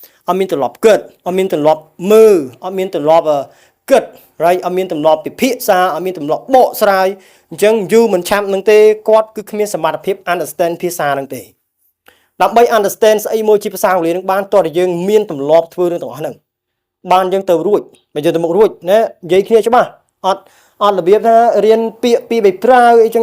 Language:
Khmer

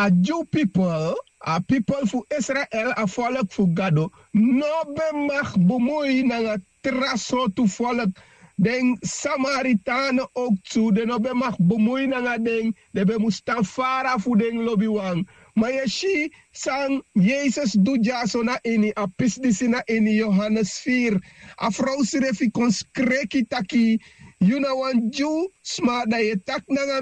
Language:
Sranan Tongo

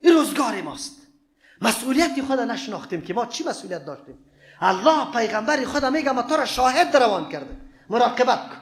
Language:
Persian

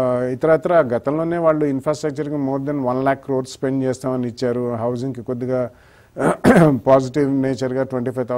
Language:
Telugu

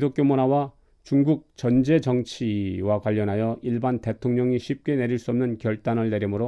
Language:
Korean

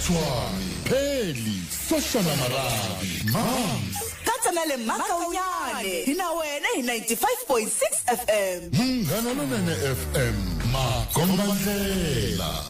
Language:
Tsonga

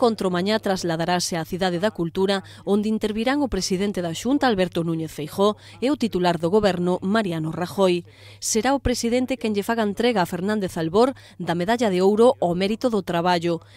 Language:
Galician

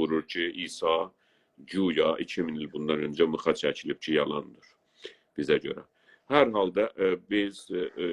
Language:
South Azerbaijani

